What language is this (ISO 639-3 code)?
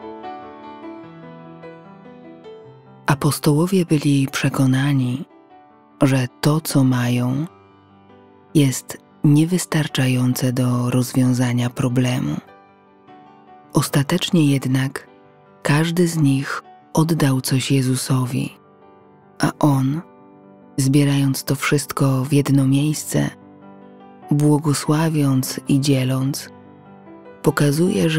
pol